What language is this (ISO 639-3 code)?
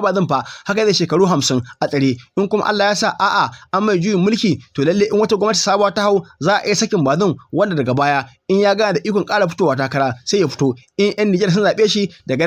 hau